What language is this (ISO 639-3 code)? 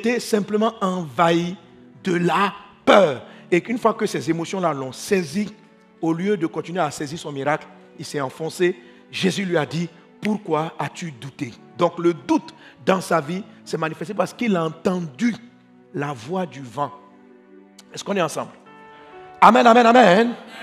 fra